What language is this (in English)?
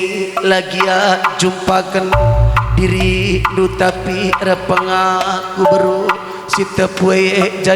Batak Karo